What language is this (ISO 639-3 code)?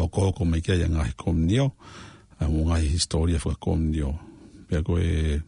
ton